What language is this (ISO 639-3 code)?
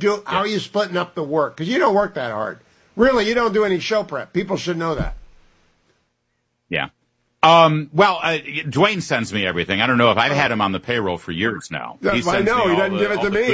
eng